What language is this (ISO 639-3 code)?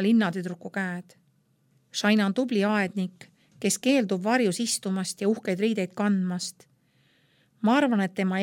est